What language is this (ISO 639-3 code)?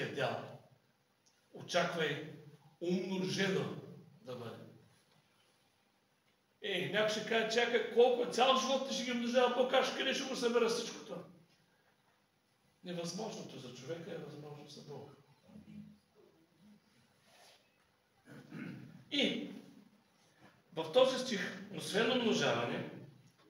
bul